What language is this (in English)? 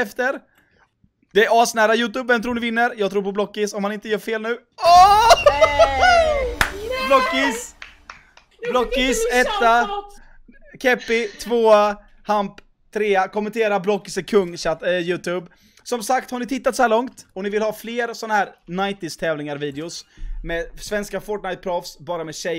Swedish